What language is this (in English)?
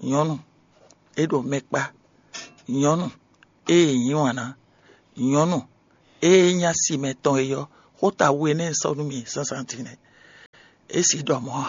Fon